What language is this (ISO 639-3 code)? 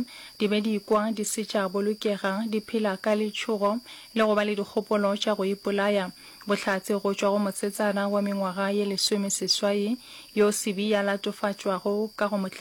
nso